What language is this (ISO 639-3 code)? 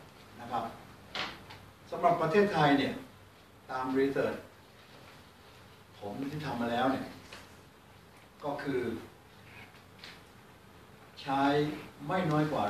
tha